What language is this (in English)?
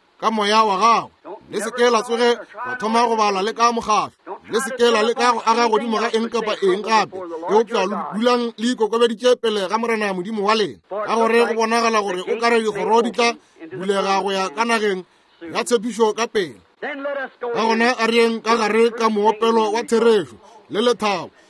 Northern Sotho